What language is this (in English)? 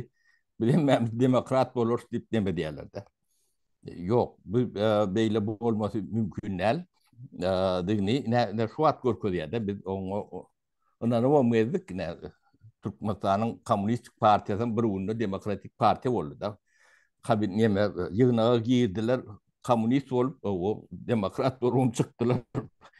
Turkmen